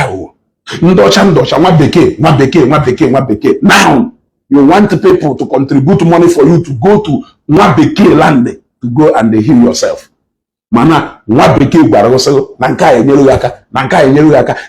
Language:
Igbo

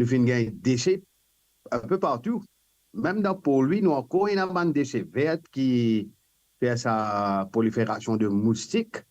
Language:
Morisyen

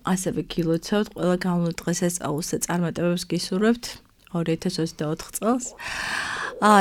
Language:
Georgian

